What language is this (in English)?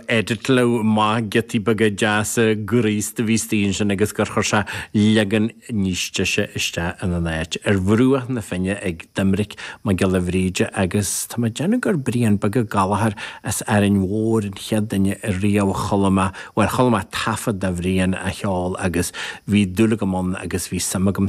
Irish